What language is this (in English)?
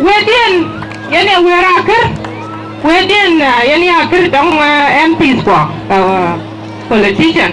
Dinka